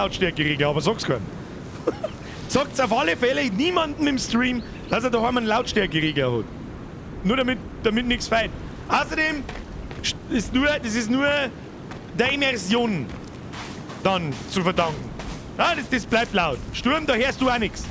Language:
Bavarian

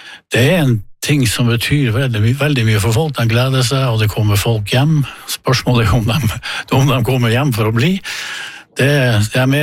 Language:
Norwegian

